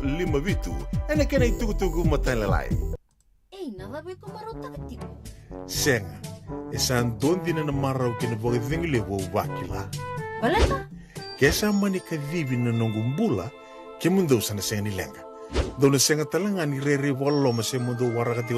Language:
Fijian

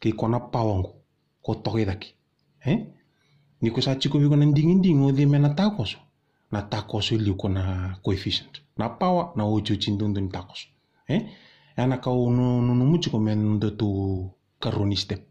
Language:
Fijian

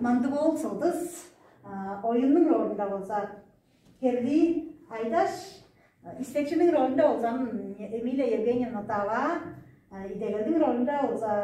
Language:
Tuvinian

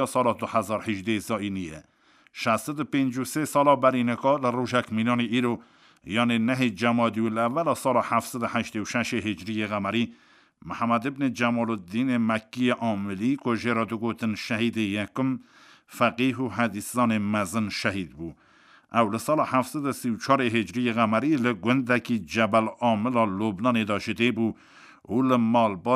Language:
Kurdish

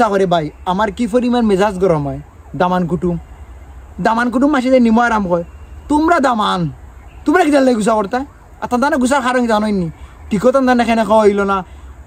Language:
Sylheti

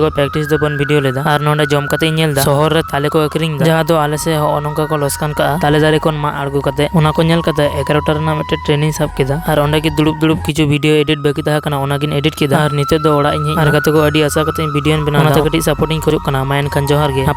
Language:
Santali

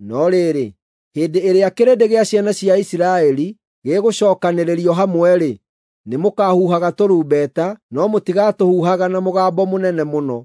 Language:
Kikuyu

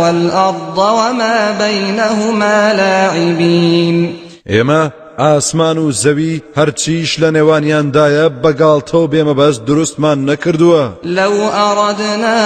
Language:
Central Kurdish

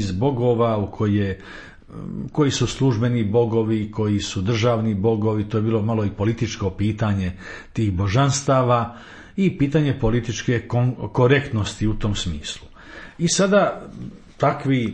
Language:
Croatian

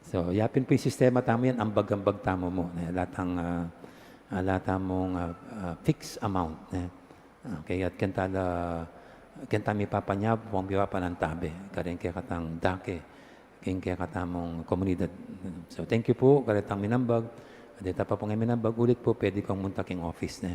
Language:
Pampanga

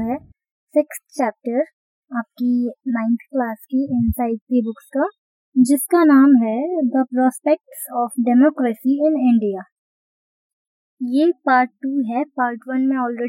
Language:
Hindi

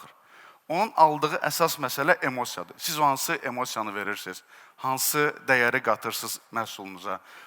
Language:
Azerbaijani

